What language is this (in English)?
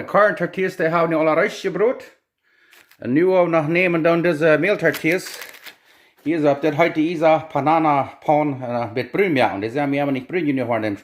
Plautdietsch